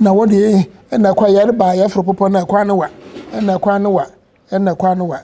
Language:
Akan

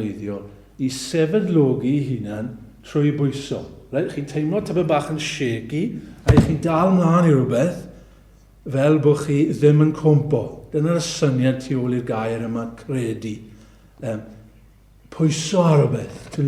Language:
Welsh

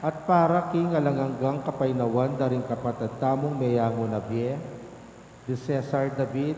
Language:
Pampanga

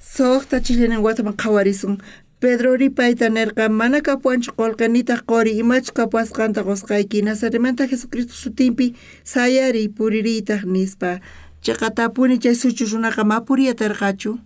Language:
South Bolivian Quechua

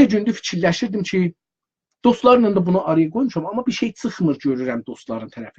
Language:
South Azerbaijani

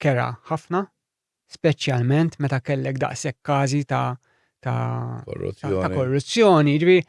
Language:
Maltese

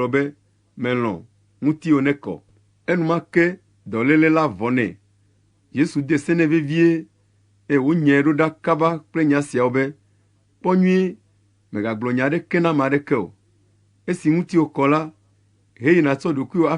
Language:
Ewe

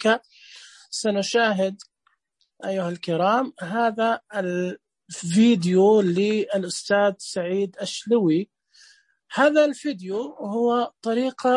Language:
Najdi Arabic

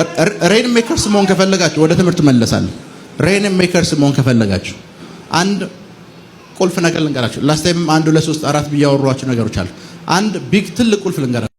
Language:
Amharic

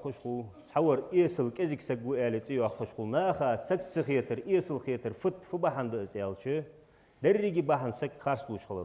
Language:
Ingush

